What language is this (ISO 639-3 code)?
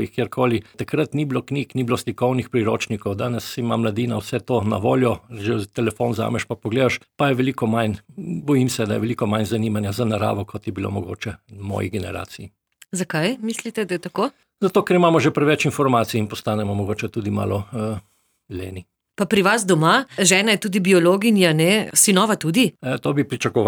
slv